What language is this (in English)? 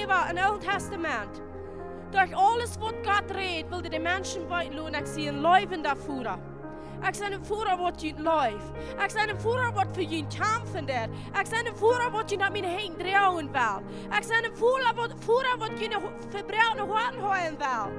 Plautdietsch